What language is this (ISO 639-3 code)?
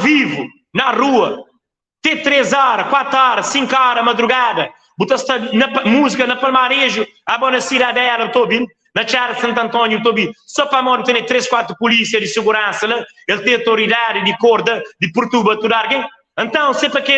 kea